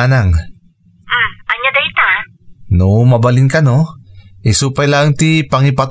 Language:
Iloko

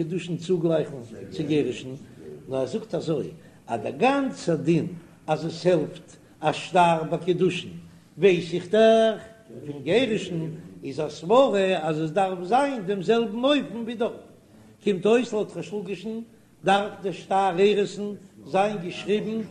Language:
Yiddish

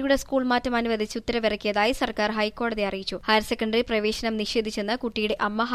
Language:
Malayalam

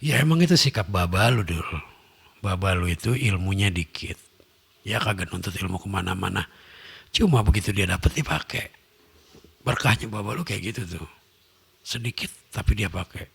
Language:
Betawi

